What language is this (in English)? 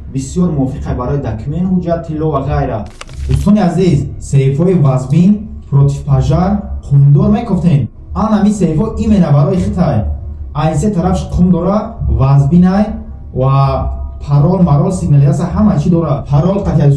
Tajik